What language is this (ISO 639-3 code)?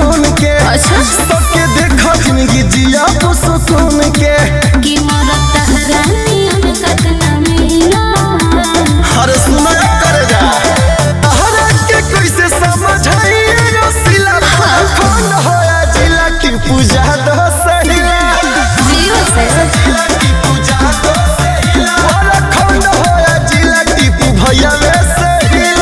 bho